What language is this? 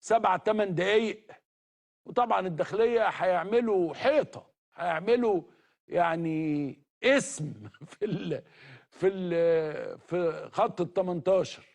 Egyptian Arabic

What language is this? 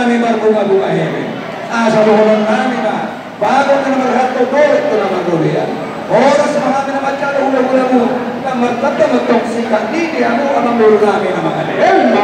Batak Toba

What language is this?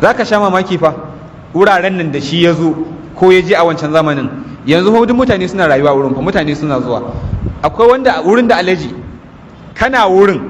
Hausa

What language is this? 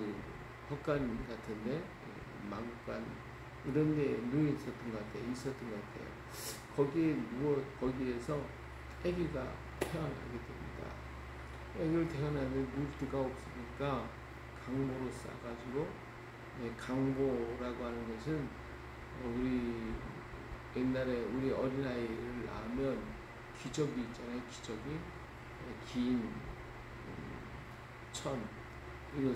Korean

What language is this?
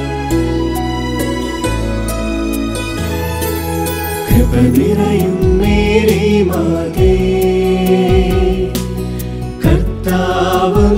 Malayalam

